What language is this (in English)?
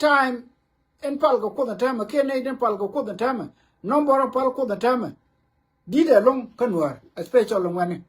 Nuer